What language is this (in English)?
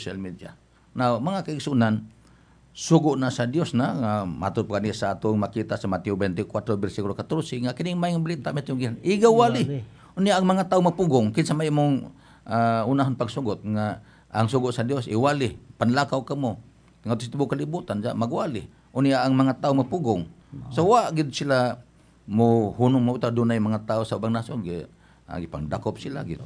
Cebuano